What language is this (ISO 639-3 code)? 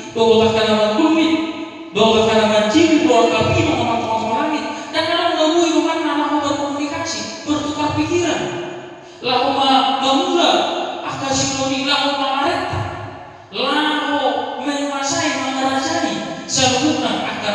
bbc